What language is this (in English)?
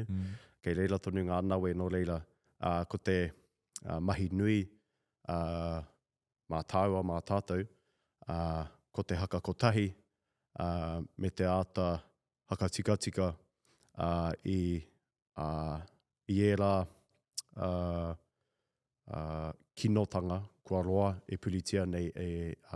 Māori